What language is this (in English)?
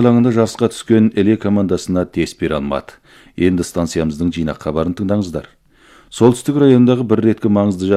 Kazakh